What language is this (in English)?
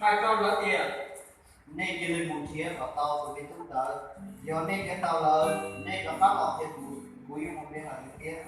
Hmong